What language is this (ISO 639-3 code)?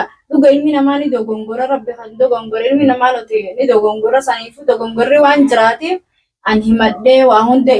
orm